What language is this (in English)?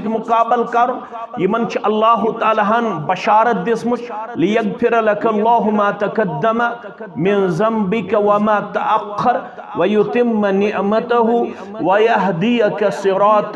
Kashmiri